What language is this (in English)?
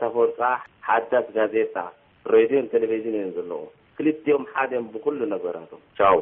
Tigrinya